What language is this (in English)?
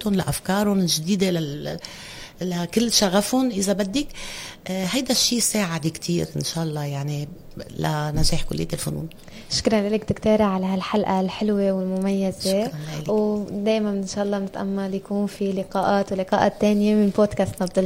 North Levantine Arabic